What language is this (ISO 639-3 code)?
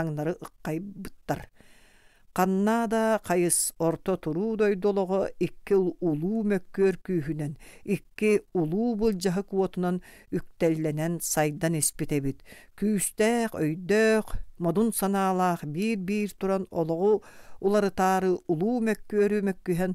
sah